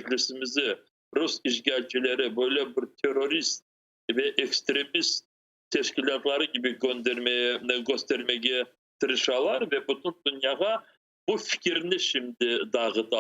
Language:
Crimean Tatar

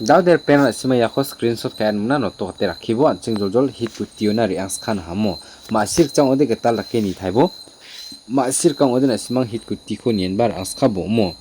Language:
Garo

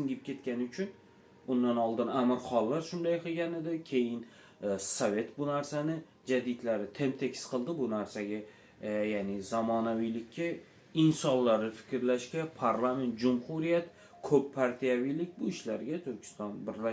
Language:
Uzbek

